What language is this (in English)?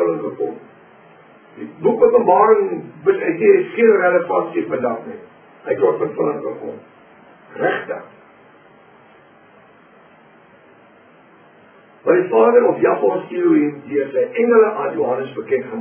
Afrikaans